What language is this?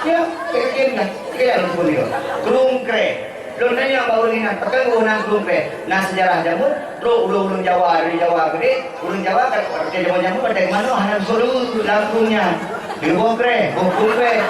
Achinese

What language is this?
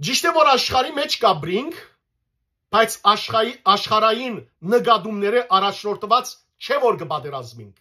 Western Armenian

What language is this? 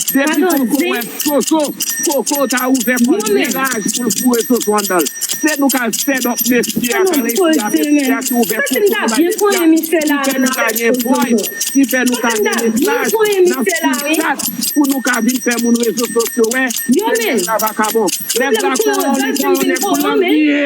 Haitian Creole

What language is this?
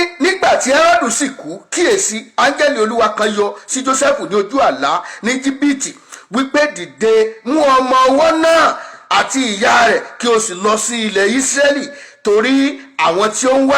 Yoruba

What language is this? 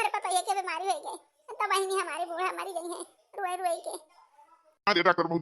Awadhi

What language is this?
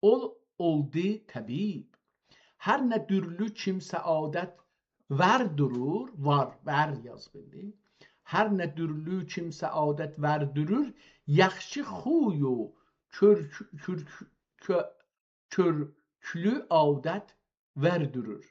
South Azerbaijani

